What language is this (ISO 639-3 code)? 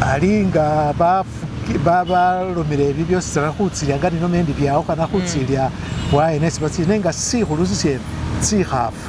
myx